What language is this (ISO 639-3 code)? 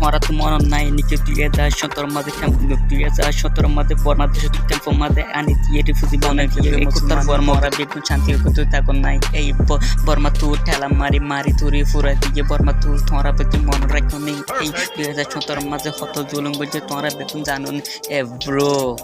rhg